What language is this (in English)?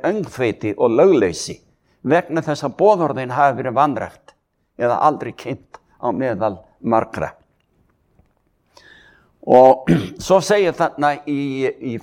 Icelandic